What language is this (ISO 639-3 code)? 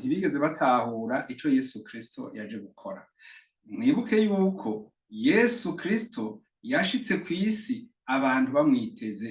run